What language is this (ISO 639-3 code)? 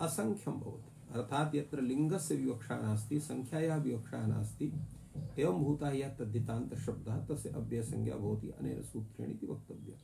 san